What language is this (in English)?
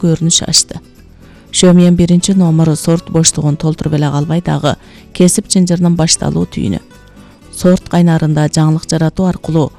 Kyrgyz